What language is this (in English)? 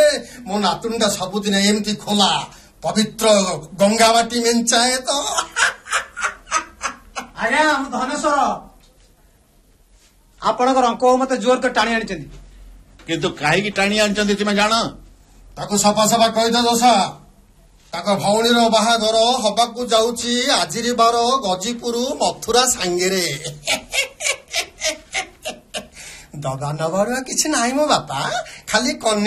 Odia